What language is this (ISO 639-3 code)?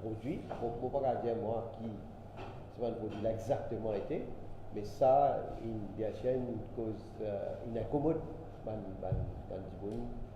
mfe